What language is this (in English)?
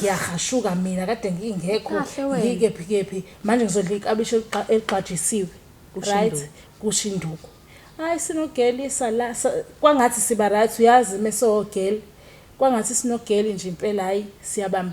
Zulu